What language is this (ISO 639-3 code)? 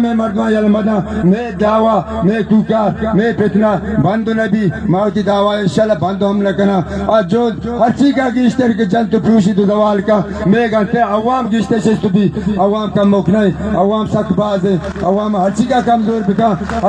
bal